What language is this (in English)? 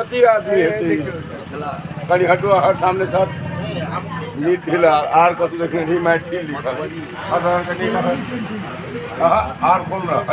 Maithili